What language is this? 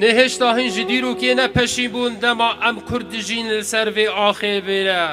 Kurdish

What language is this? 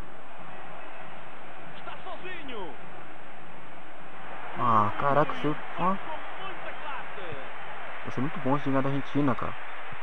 Portuguese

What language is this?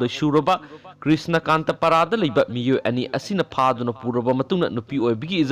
Manipuri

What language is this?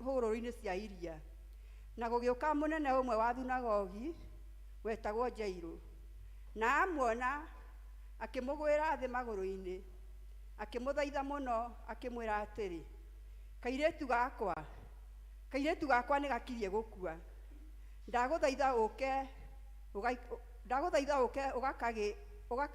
Kikuyu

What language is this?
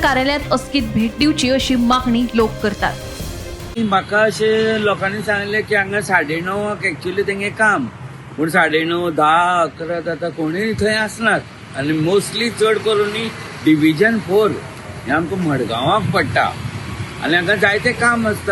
Konkani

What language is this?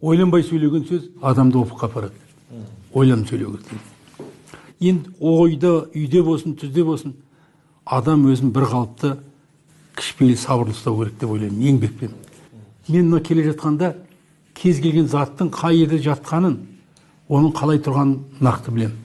Kazakh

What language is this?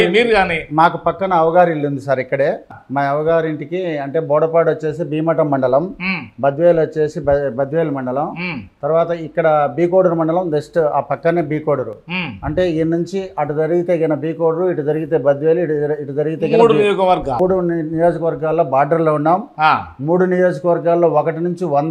Telugu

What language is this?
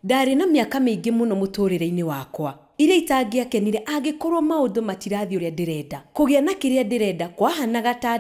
Kikuyu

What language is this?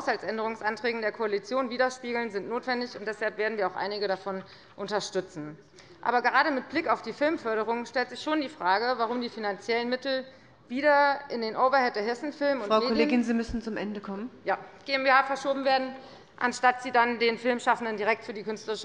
German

